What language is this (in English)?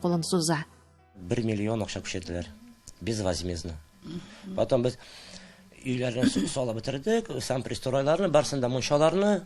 Tatar